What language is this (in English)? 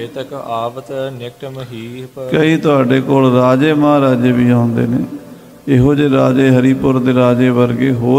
Punjabi